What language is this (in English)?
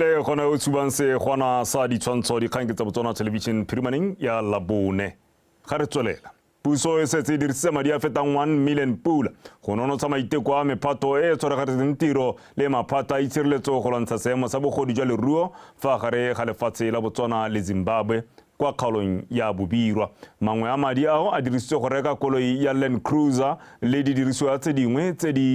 Tswana